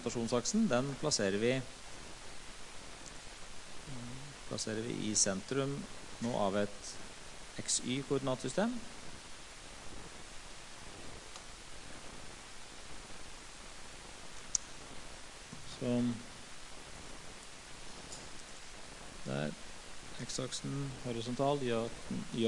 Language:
Norwegian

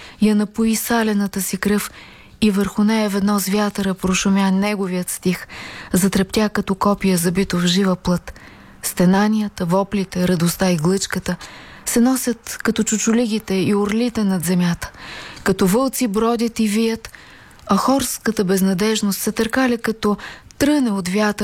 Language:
Bulgarian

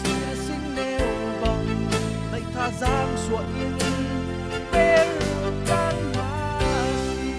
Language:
Falam Chin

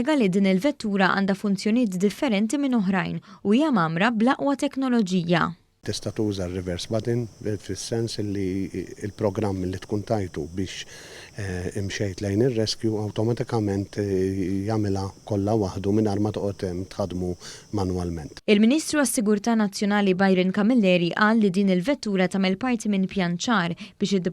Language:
Maltese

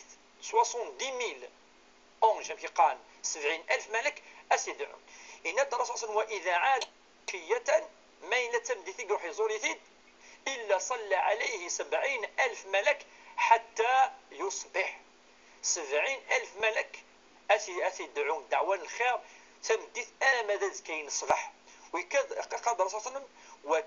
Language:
Kabyle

